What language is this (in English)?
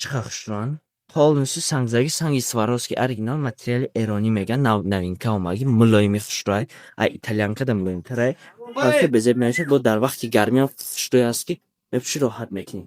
Tajik